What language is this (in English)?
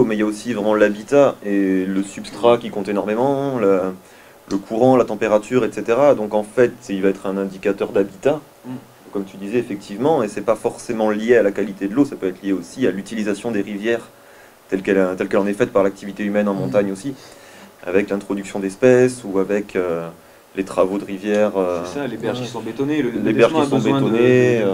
French